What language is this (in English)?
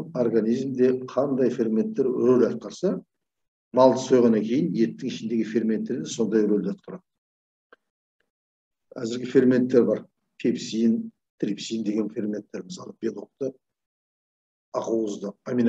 Kazakh